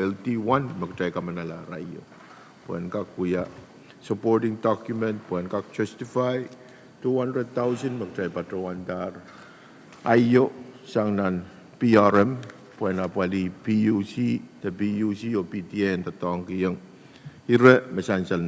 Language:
Pohnpeian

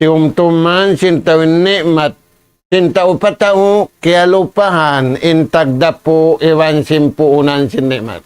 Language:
Tausug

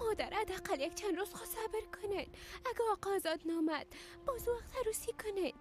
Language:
Persian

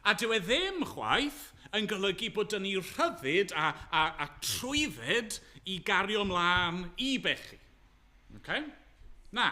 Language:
Welsh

